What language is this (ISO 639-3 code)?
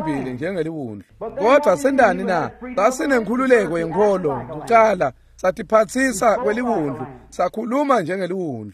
ssw